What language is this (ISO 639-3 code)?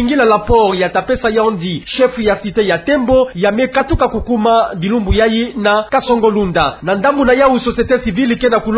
ktu